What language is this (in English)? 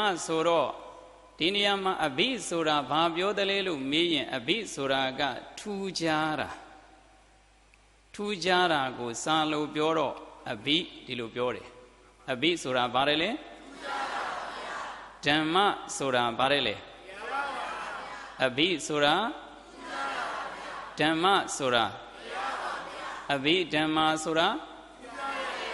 Burmese